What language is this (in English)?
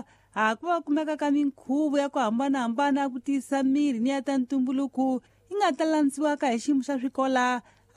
Tsonga